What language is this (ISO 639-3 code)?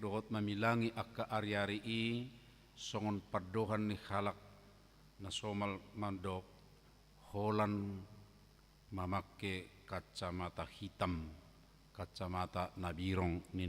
bbc